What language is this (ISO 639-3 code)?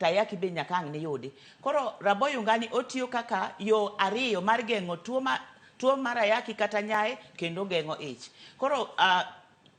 luo